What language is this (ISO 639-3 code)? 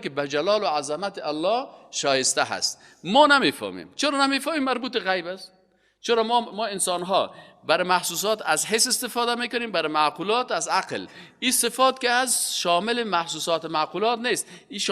fas